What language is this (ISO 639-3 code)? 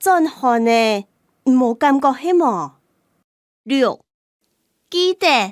hak